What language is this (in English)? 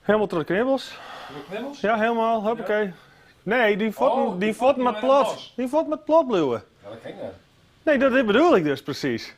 Western Frisian